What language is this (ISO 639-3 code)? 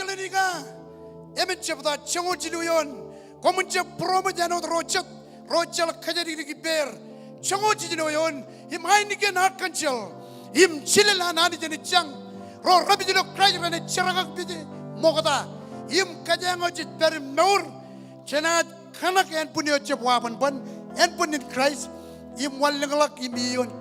mah